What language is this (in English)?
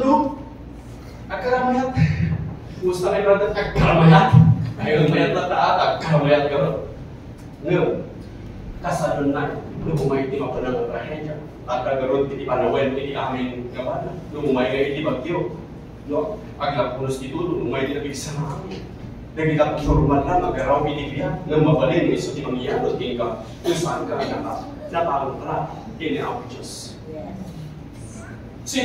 Iloko